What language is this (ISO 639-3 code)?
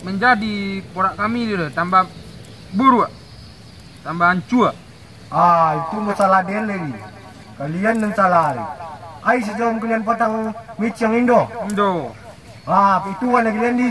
min